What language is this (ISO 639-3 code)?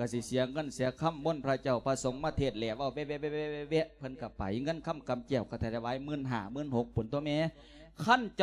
lao